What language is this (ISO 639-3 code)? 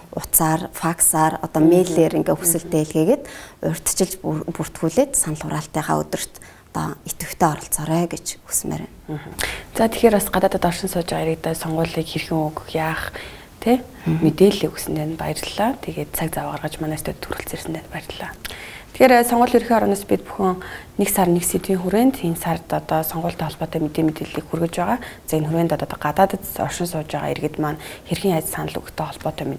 mon